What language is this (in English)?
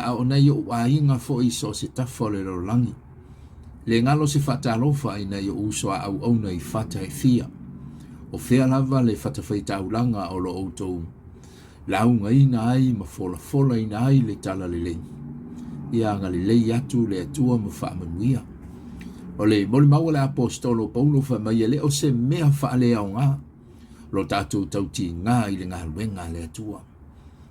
Samoan